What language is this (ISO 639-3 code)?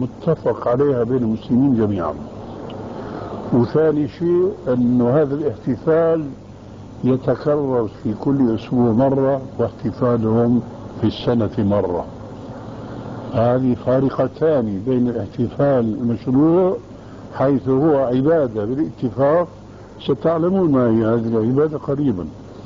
ara